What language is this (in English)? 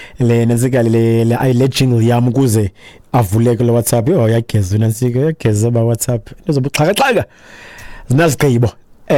Xhosa